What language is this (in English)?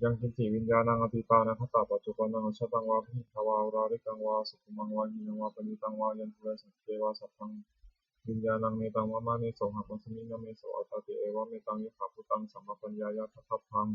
Pali